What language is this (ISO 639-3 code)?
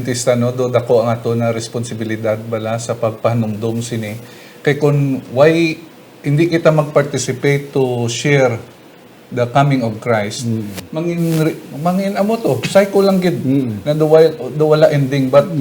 hil